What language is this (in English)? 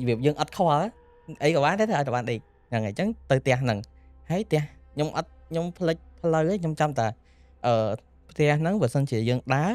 Khmer